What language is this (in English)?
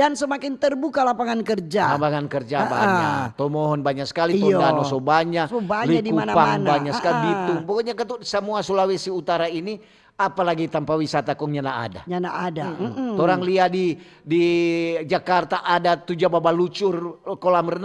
Manado Malay